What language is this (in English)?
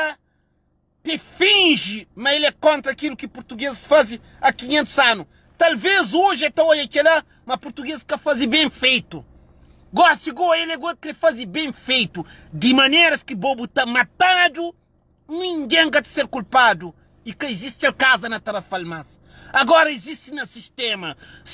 Kabuverdianu